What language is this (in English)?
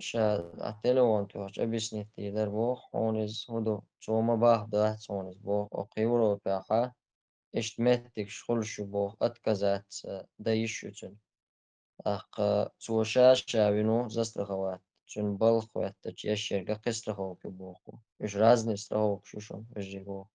Chechen